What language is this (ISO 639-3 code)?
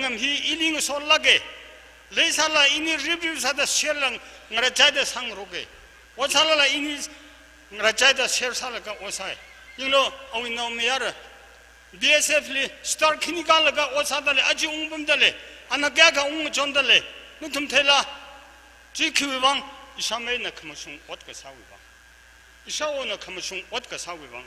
nmf